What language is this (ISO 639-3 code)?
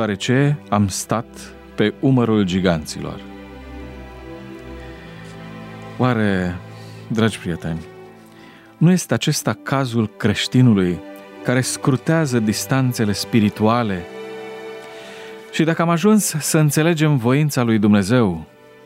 ron